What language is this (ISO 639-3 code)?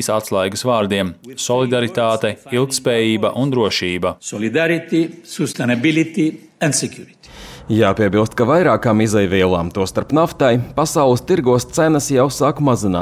lav